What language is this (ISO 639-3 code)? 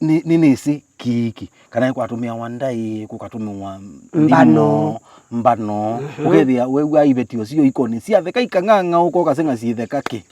kam